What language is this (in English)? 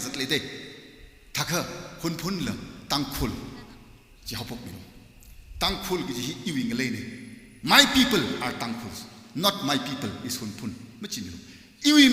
Tangkhul Naga (India)